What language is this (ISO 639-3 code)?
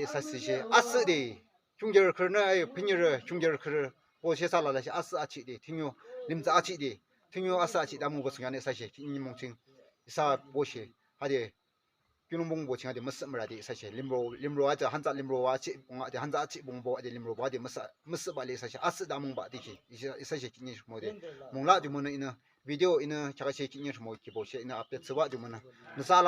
yim